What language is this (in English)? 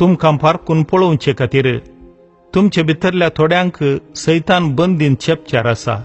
Konkani